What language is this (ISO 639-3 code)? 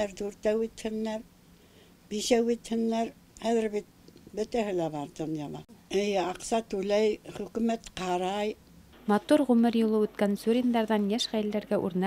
bak